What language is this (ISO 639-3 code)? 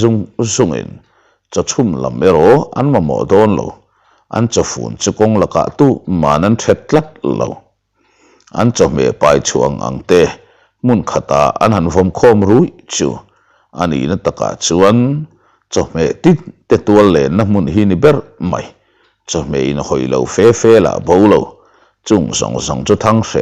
lus